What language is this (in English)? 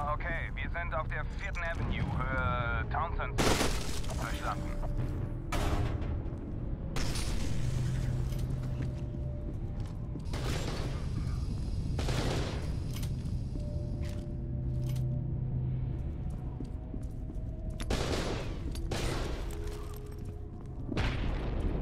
German